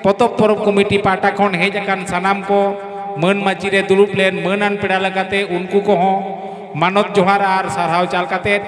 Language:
Santali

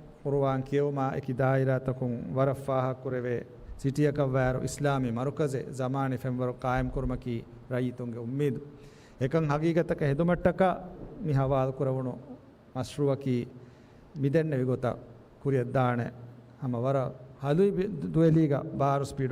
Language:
Divehi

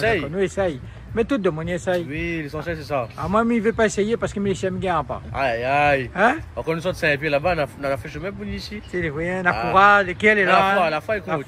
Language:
Réunion Creole French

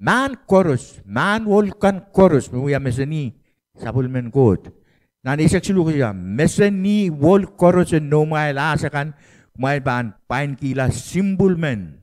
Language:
Pohnpeian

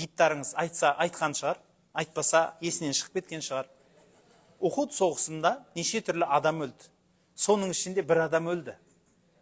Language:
Kazakh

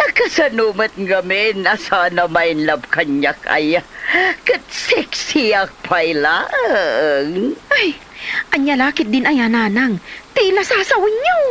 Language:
Iloko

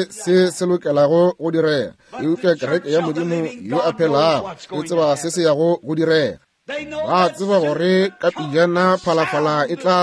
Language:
Northern Sotho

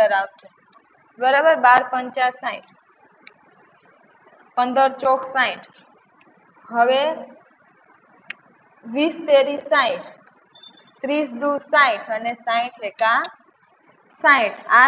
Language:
Gujarati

